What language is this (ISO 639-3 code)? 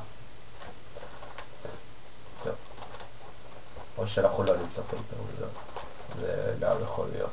heb